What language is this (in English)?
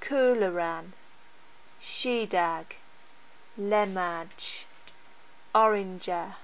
Scottish Gaelic